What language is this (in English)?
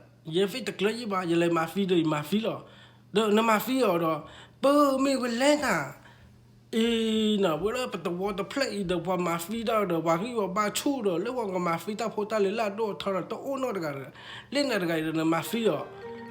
S'gaw Karen